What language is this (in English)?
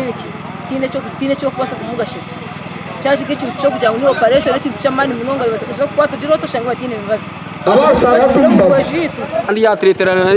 Nyankole